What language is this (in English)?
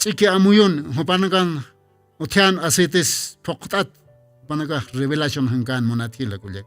Aymara